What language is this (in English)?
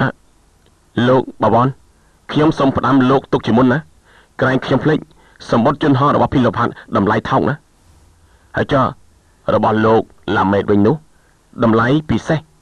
Khmer